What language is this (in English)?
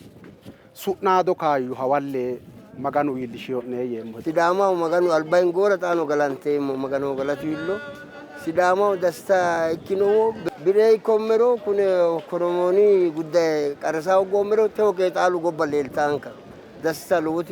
Sidamo